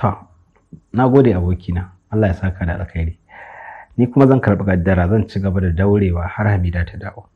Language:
Hausa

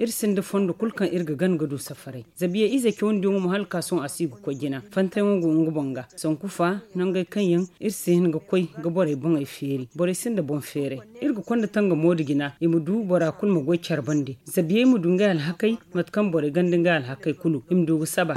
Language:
Zarma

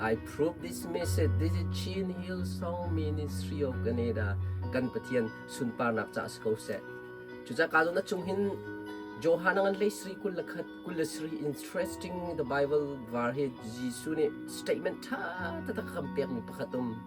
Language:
Hakha Chin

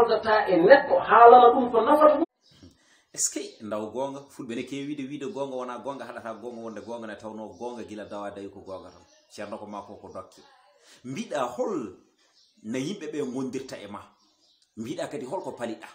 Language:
Fula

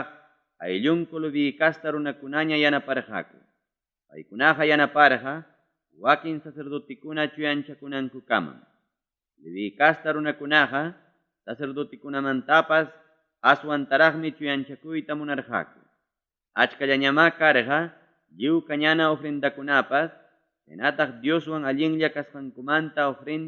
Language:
Ayacucho Quechua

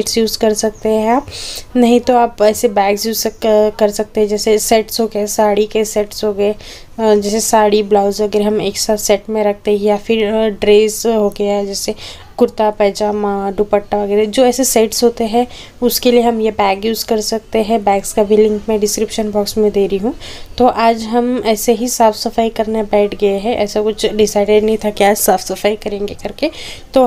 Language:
Hindi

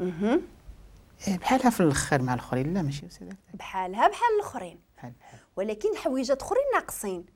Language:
Moroccan Arabic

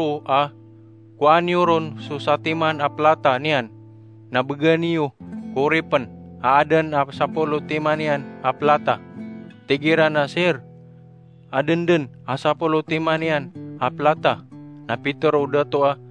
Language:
Maranao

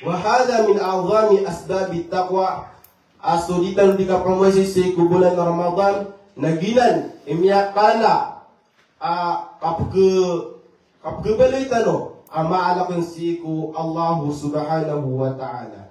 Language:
Maranao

